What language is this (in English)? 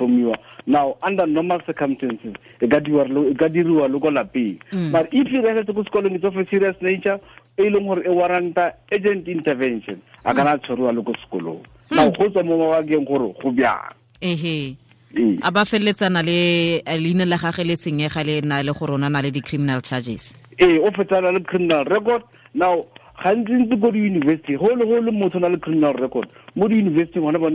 Tswana